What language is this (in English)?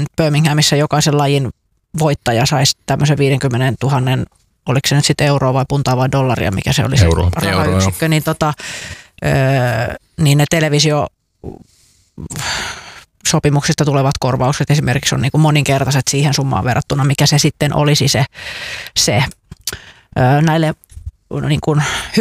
Finnish